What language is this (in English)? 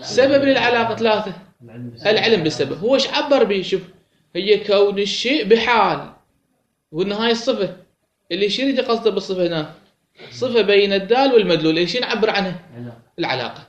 Mesopotamian Arabic